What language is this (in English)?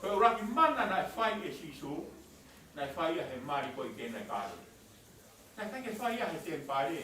Tongan